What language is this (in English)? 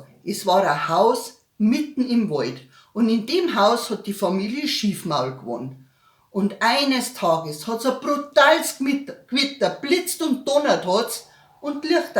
Bavarian